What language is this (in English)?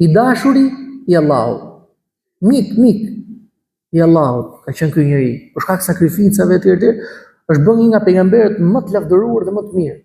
Albanian